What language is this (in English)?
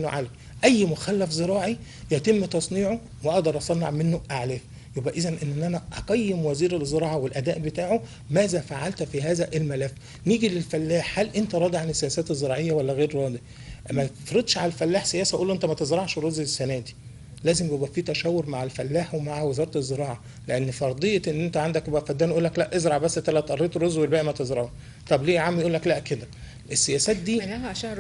Egyptian Arabic